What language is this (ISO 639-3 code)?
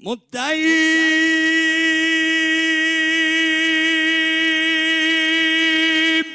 aze